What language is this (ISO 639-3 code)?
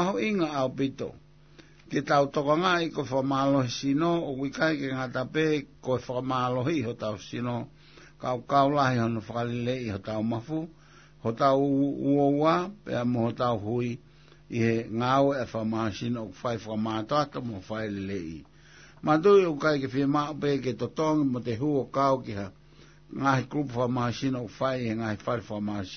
ton